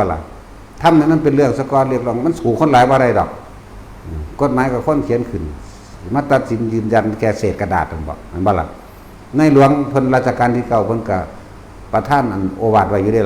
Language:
Northeastern Thai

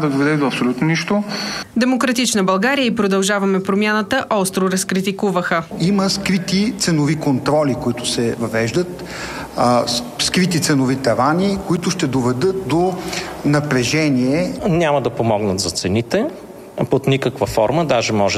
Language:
Bulgarian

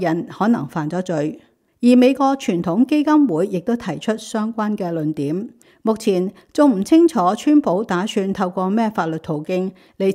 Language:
Cantonese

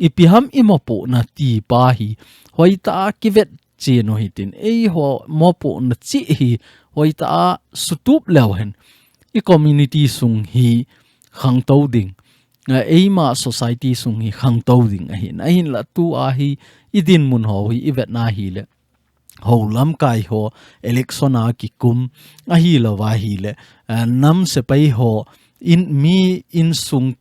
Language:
Thado Chin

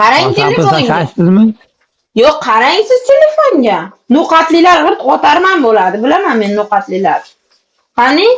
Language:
Uzbek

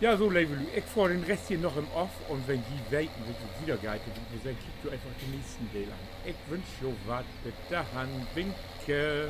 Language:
Low German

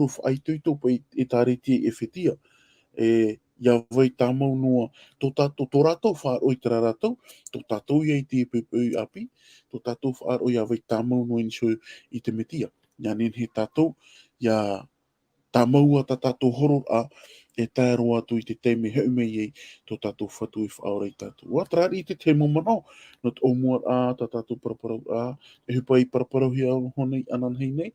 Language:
Tahitian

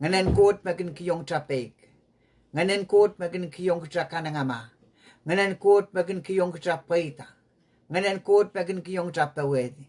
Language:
Pohnpeian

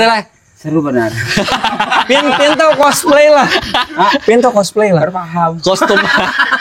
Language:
Banjar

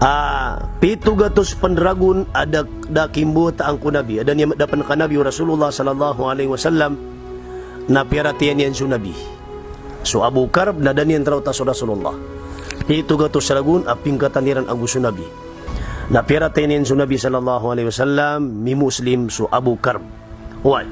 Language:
Maranao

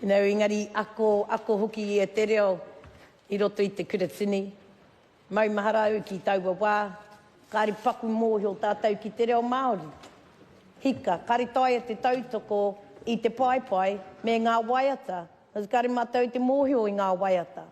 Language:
Māori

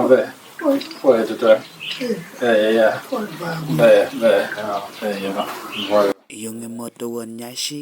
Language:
Lango (Uganda)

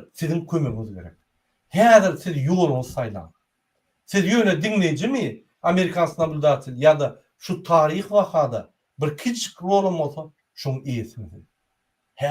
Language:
Turkmen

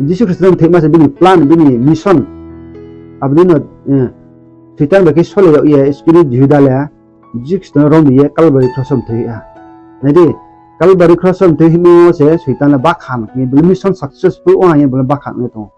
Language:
Riang (India)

